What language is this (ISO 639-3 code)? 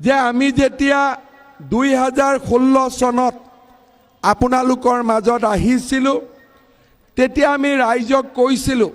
asm